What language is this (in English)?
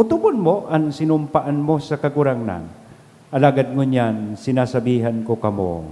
Bikol